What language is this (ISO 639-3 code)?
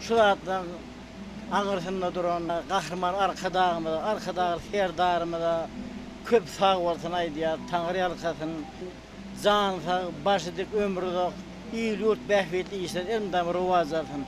tuk